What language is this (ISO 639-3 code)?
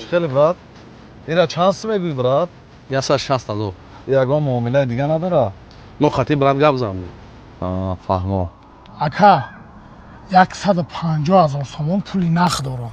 tgk